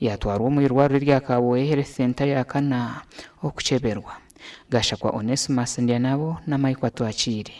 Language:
Nyankole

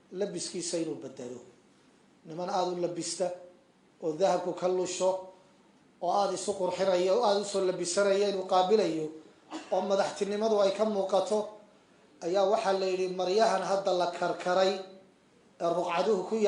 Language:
Somali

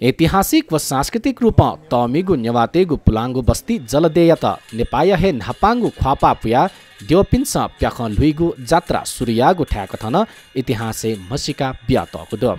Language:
Newari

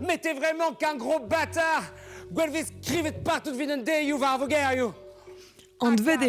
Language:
Breton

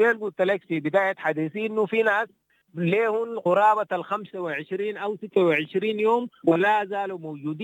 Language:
Sudanese Arabic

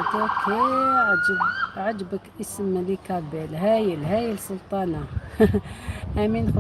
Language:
Algerian Arabic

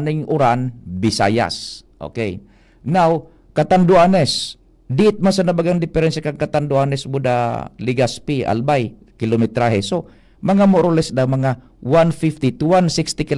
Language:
Bikol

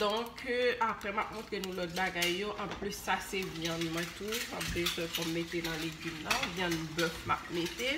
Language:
Haitian Creole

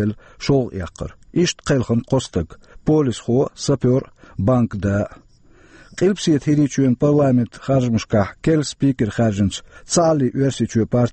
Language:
Chechen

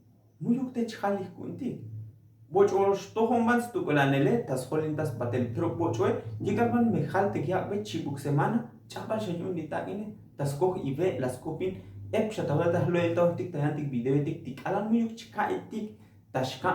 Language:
Tzotzil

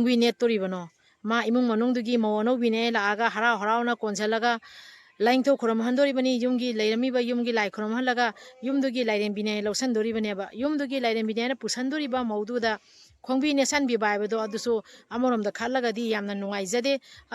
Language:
Manipuri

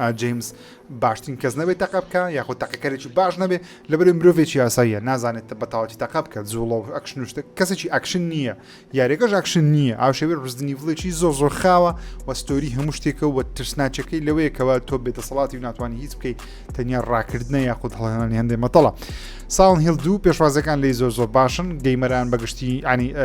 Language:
Central Kurdish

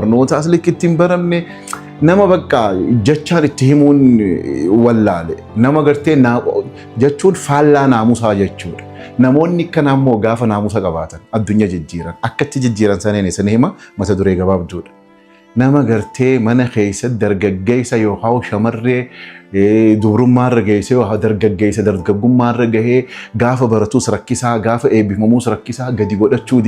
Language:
Oromo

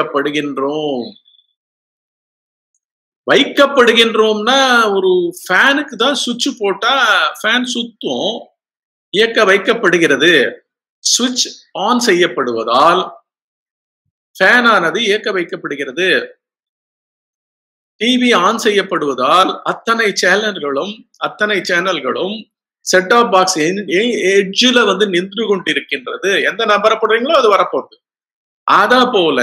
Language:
Tamil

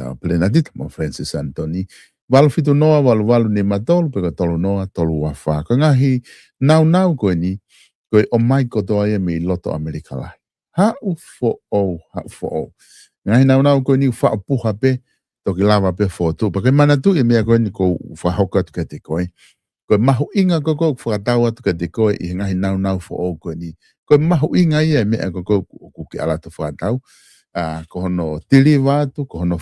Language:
Tongan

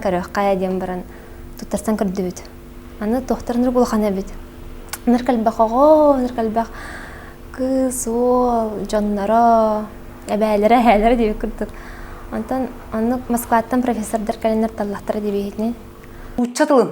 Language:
Yakut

